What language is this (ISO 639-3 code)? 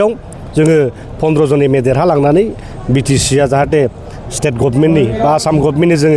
brx